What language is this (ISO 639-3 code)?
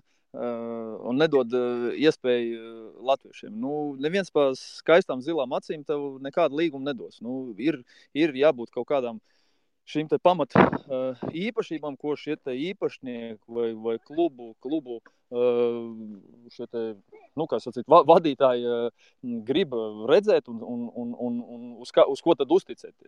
lav